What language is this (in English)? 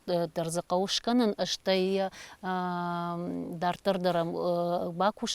Ossetic